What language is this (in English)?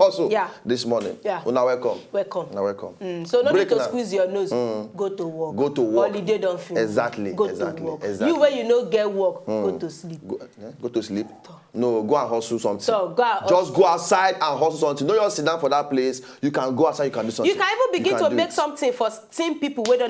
Nigerian Pidgin